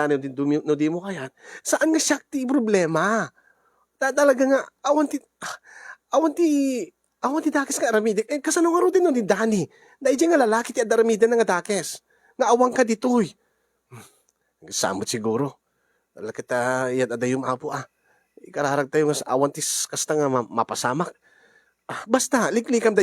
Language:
Iloko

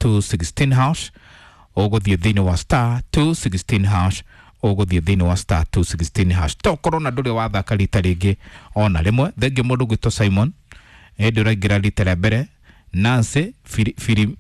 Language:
Kikuyu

